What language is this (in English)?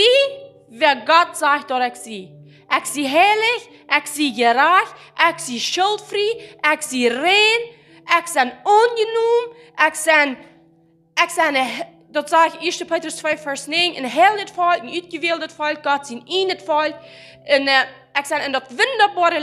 Plautdietsch